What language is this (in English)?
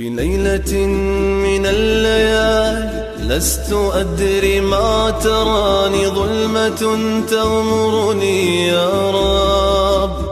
Chechen